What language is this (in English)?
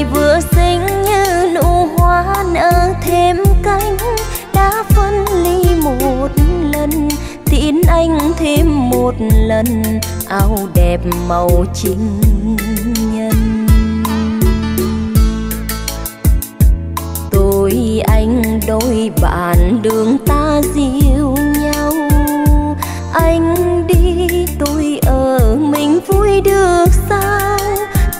Vietnamese